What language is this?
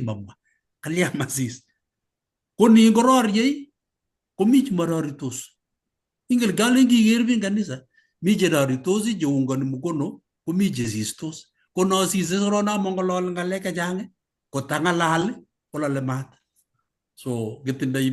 Kalenjin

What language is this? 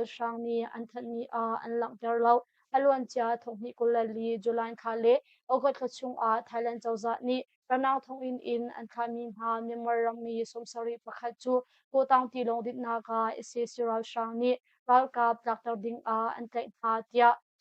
Hakha Chin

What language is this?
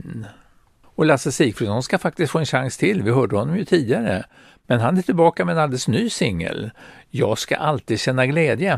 Swedish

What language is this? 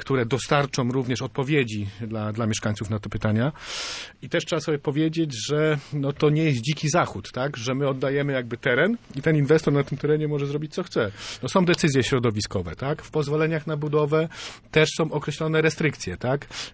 Polish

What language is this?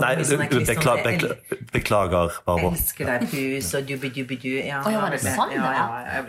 Norwegian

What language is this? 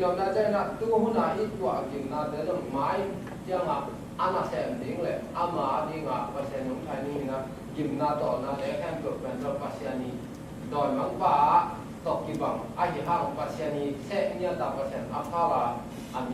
Tedim Chin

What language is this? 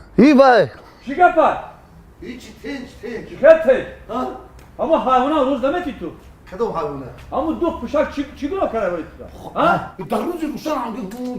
Tajik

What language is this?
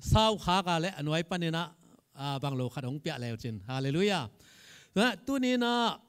Tedim Chin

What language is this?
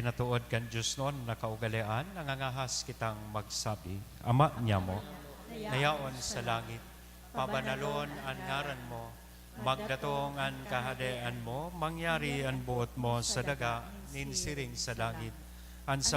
Bikol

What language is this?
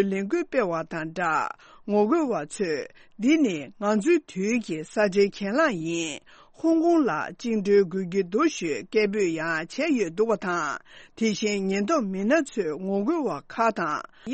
Tibetan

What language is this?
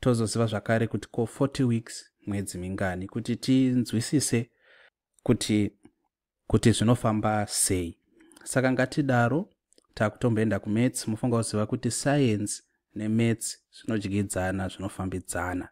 Shona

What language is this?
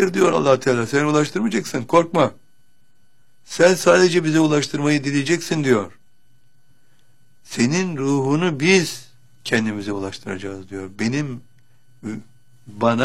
Turkish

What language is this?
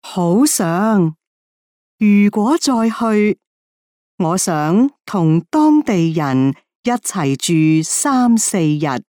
Cantonese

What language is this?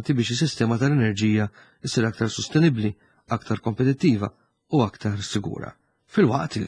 Maltese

